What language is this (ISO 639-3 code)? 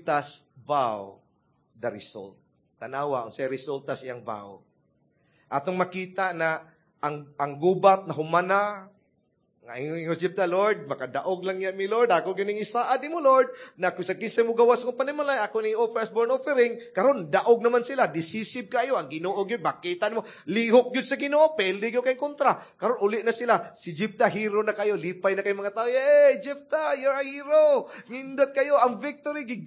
ceb